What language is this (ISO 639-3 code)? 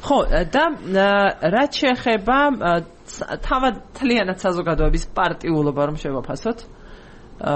kat